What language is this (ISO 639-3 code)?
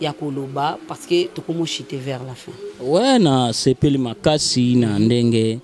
lin